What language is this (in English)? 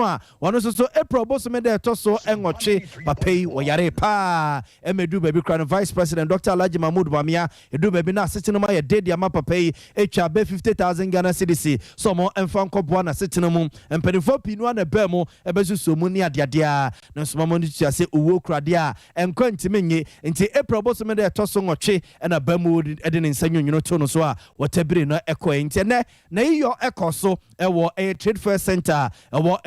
Akan